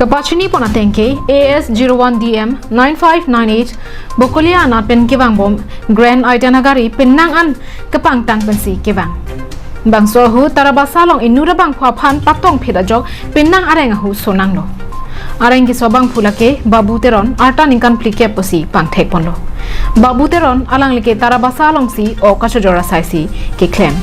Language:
Karbi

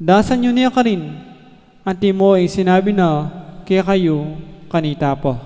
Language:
Pampanga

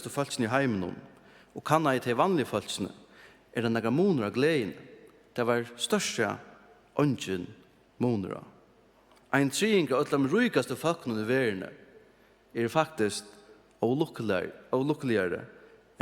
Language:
Faroese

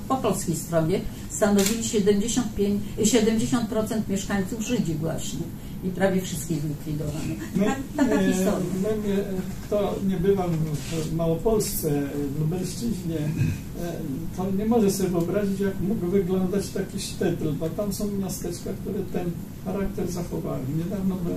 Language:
Polish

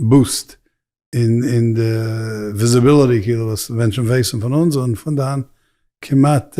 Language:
Yiddish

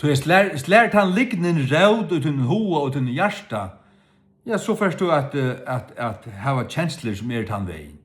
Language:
Faroese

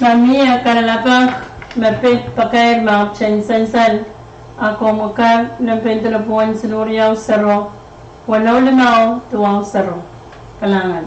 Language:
Pohnpeian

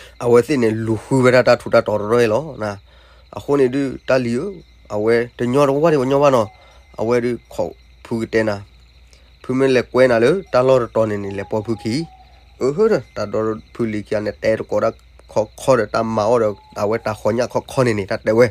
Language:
S'gaw Karen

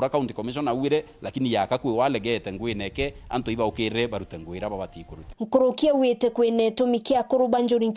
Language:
Meru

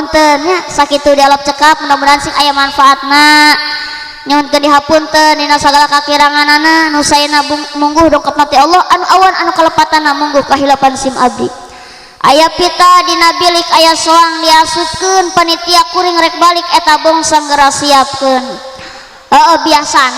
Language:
Sundanese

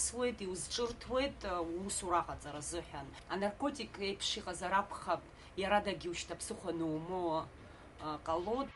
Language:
Abkhazian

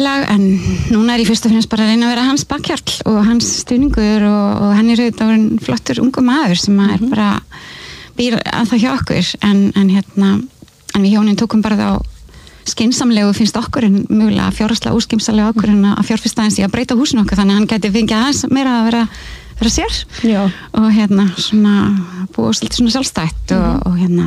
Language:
Icelandic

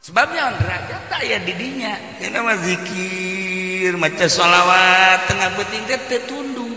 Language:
Sundanese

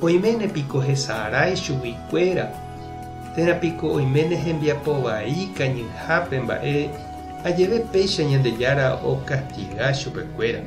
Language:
Guarani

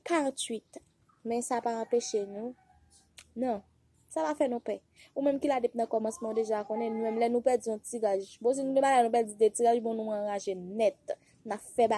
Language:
Haitian Creole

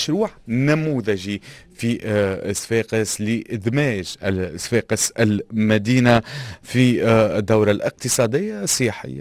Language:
Tunisian Arabic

